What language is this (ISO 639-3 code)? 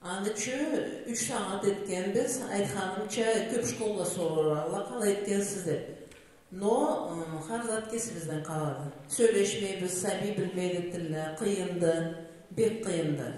krc